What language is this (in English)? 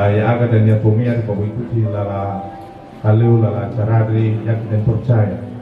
Nias